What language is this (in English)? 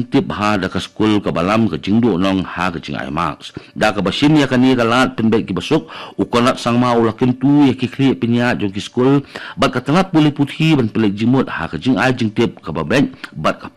Khasi